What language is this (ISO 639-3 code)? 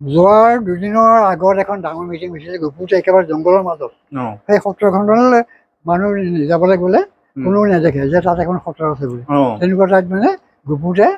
asm